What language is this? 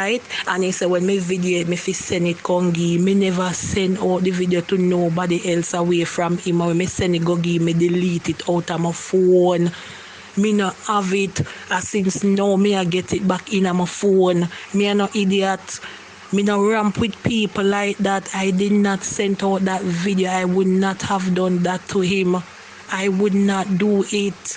Jamaican Creole English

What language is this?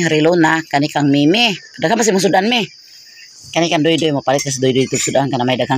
Cebuano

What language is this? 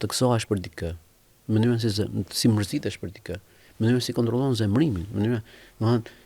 Albanian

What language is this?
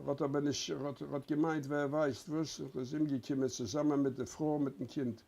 Yiddish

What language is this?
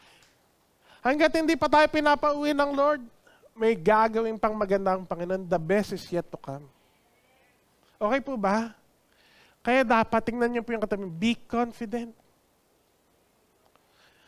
Filipino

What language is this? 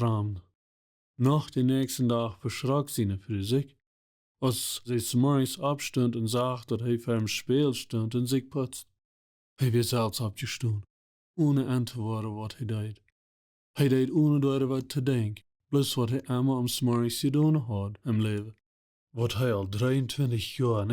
Plautdietsch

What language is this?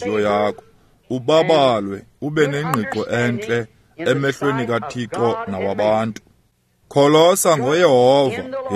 Xhosa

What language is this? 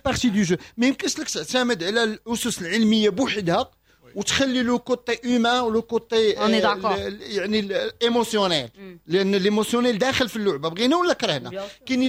Moroccan Arabic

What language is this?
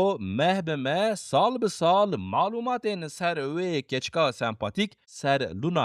Kurdish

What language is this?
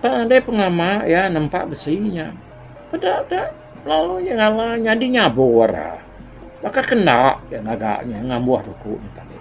Iban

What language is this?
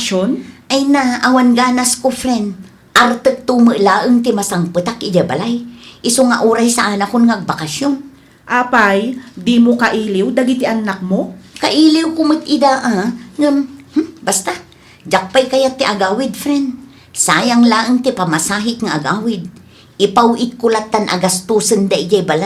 Iloko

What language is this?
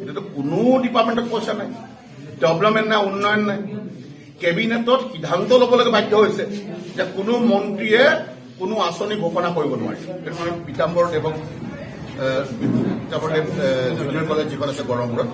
Assamese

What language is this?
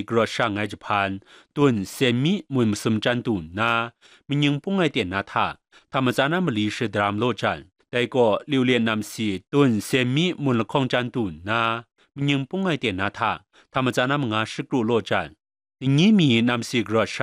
Kachin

